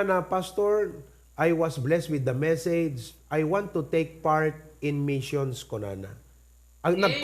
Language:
Iloko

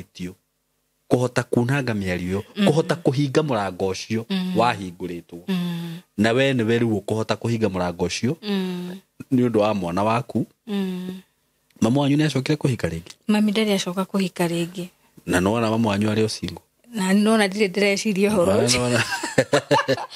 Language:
Kikuyu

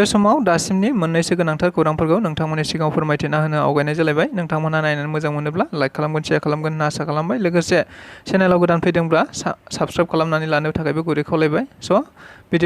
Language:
Bodo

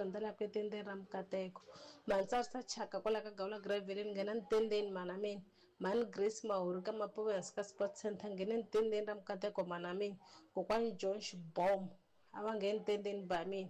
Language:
Tsonga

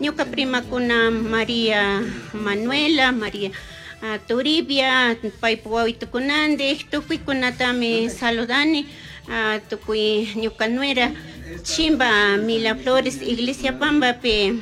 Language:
Chimborazo Highland Quichua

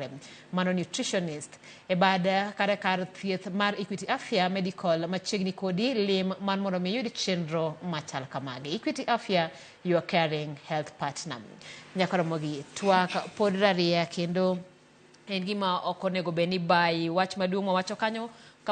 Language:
Luo (Kenya and Tanzania)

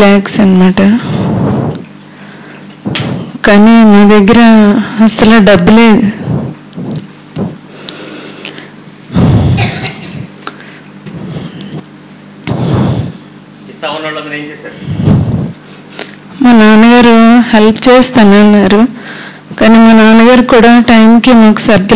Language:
Telugu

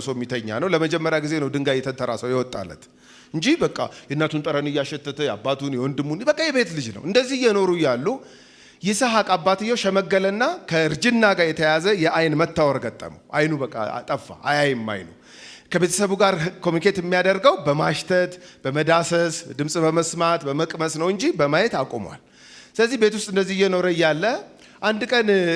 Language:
Amharic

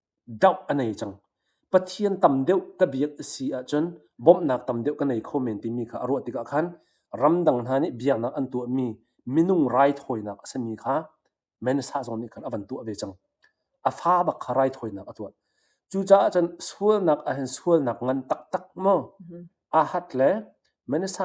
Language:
Hakha Chin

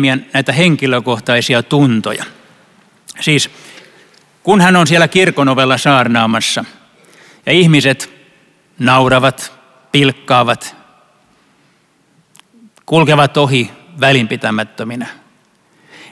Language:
Finnish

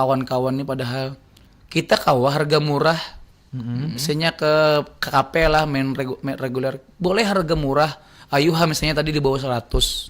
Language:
Banjar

